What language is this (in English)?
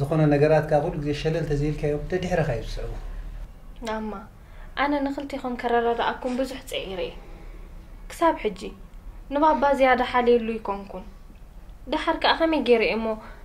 Tigrinya